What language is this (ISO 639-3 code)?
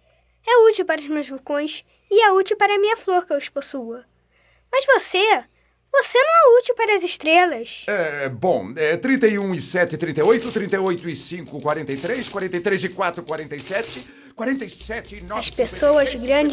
por